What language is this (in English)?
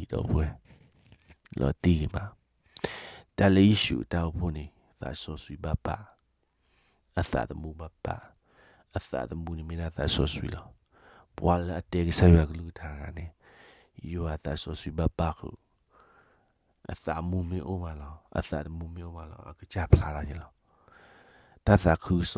S'gaw Karen